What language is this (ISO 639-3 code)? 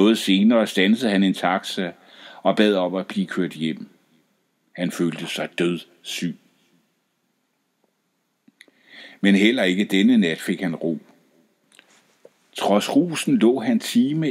dan